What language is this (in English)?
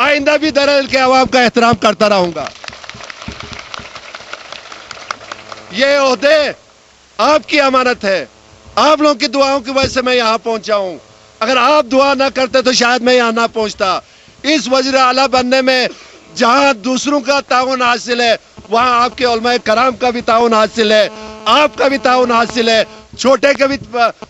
Urdu